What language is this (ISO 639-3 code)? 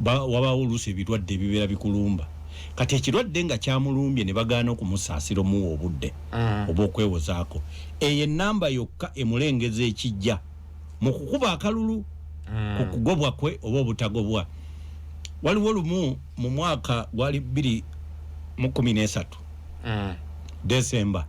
lug